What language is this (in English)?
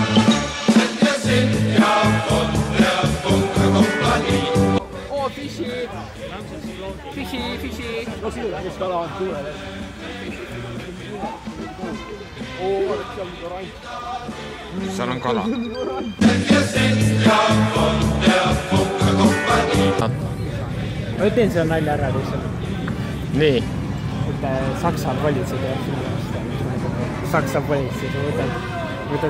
Estonian